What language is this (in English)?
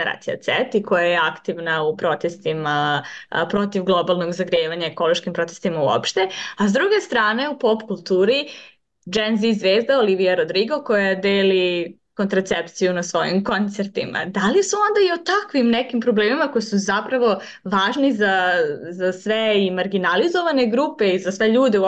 Serbian